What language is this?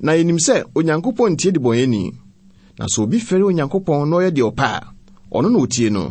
Akan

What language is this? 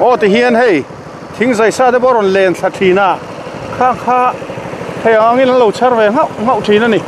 Mizo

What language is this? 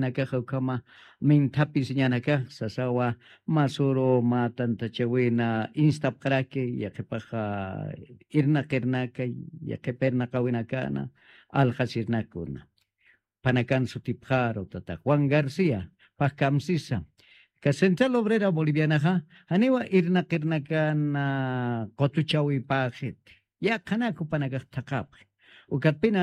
Aymara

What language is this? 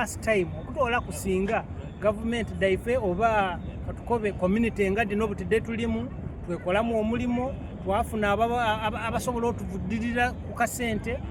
Soga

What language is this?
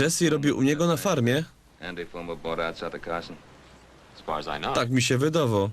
Silesian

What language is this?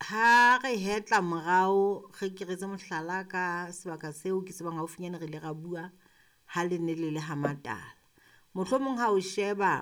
Southern Sotho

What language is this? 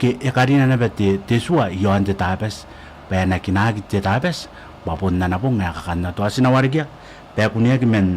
Gilbertese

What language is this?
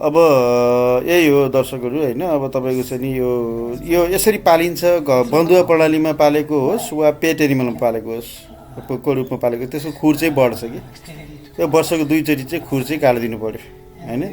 Nepali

